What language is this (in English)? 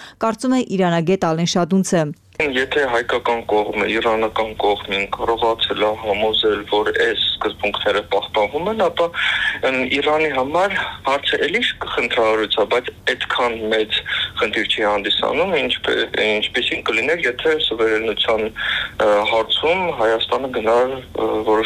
Armenian